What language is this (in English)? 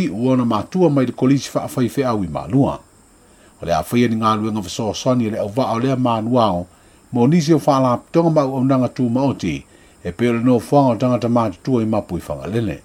Samoan